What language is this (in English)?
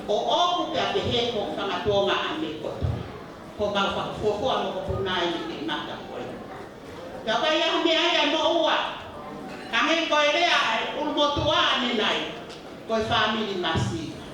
Tongan